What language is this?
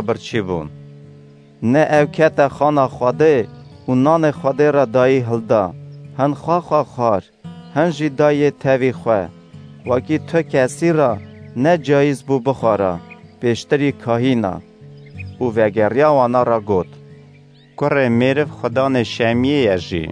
Kurdish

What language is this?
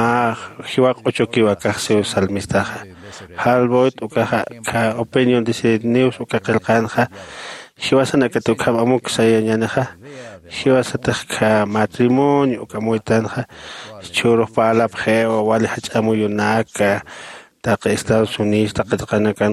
Aymara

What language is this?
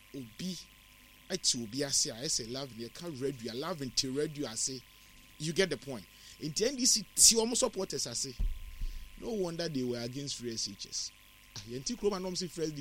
Akan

